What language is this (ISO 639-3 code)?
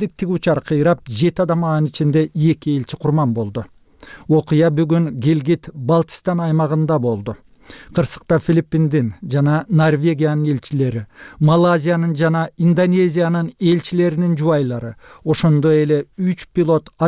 kir